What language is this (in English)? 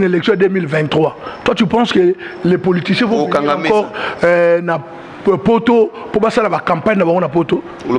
Lingala